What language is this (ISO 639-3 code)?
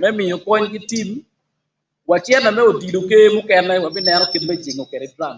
ach